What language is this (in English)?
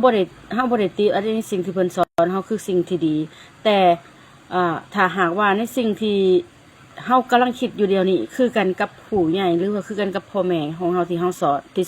Lao